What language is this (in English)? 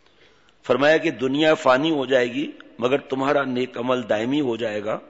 Urdu